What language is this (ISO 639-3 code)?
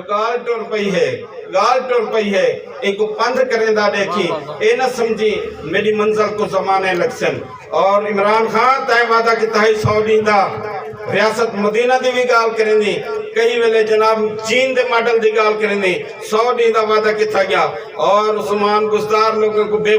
skr